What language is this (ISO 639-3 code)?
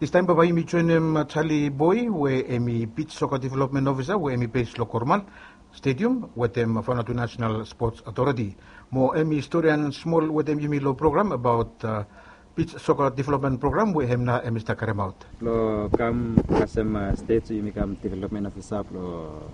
bis